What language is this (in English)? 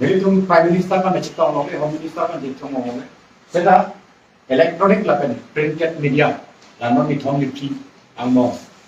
Karbi